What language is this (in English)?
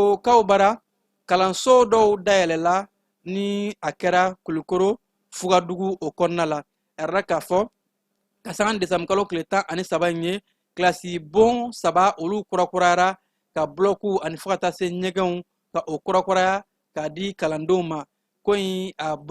Bambara